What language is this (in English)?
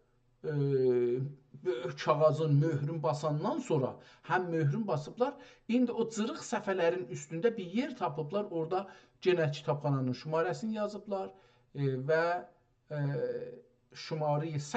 South Azerbaijani